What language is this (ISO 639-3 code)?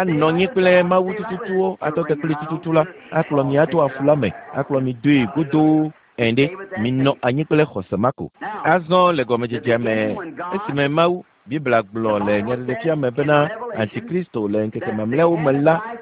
ewe